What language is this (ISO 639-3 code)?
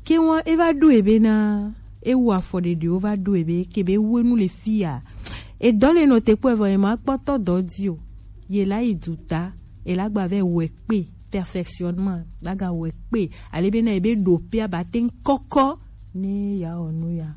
gej